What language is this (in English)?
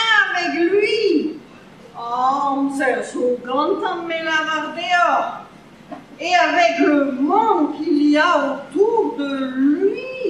Breton